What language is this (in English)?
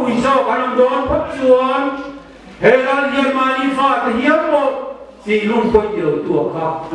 Mizo